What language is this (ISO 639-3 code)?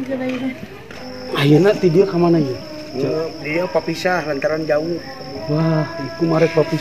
sun